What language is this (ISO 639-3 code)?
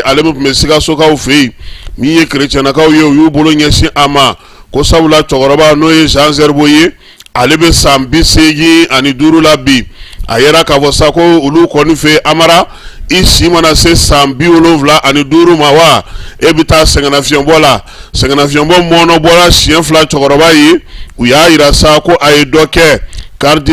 bam